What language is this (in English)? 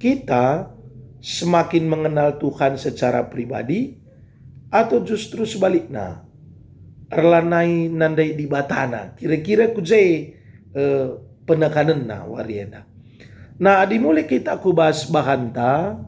Batak Karo